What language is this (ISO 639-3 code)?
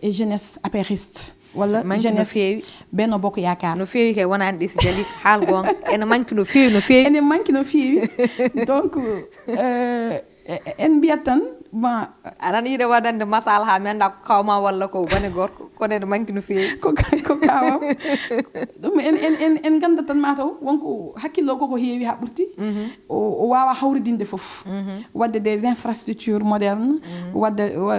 ful